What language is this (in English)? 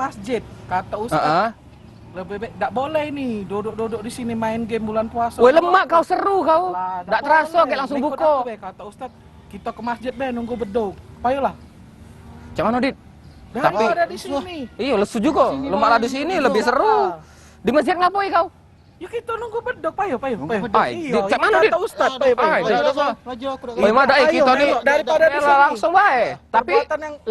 Musi